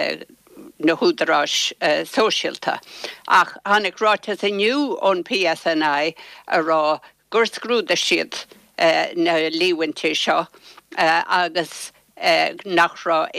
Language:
Irish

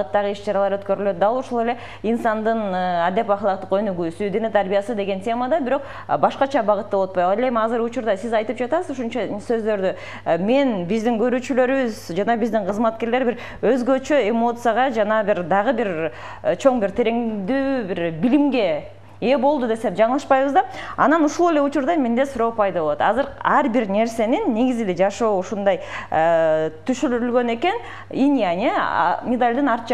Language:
Kyrgyz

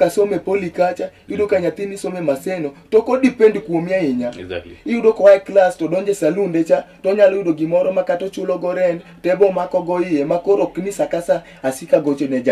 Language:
Luo (Kenya and Tanzania)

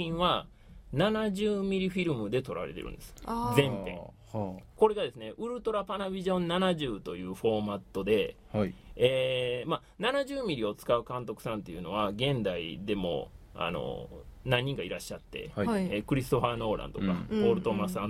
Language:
Japanese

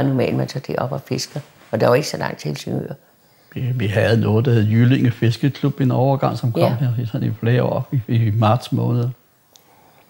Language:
Danish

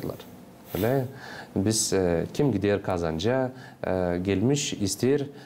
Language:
Gagauz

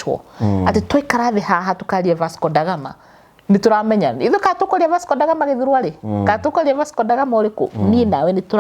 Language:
Kikuyu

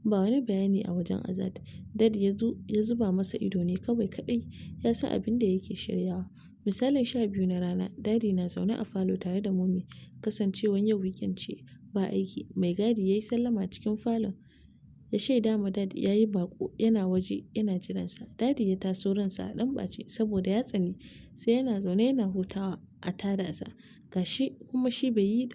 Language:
Hausa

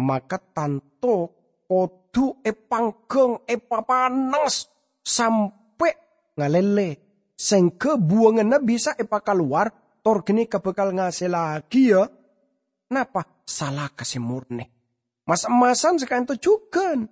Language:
Madurese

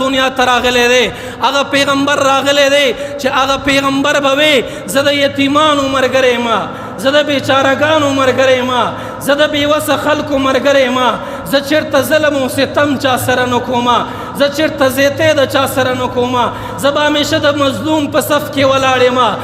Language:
Pashto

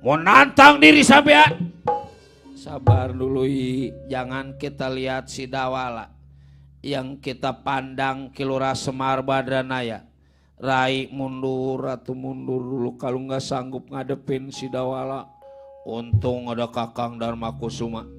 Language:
Betawi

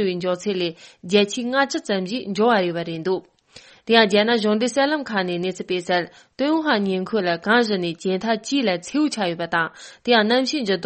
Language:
Tibetan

